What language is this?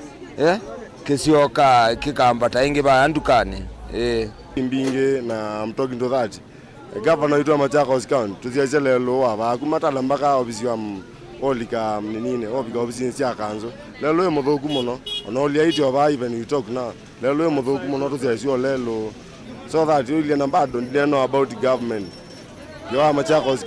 Kamba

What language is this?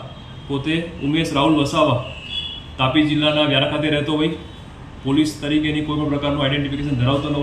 Gujarati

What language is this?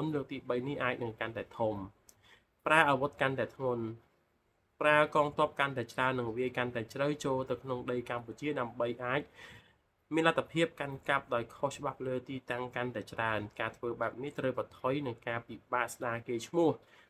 Khmer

